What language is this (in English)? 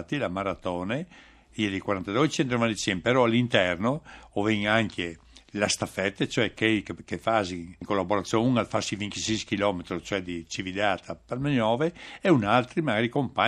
Friulian